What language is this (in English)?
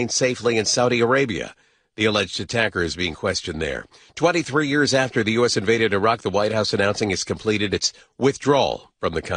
English